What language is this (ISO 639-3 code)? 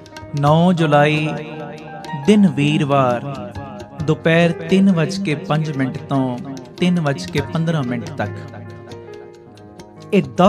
pan